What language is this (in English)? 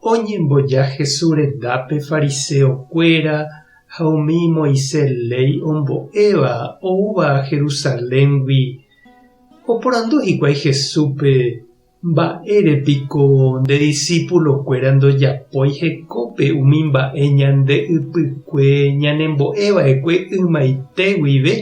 Guarani